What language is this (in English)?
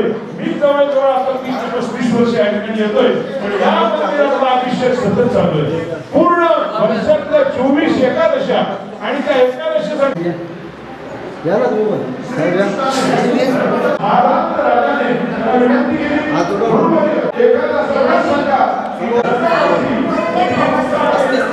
Marathi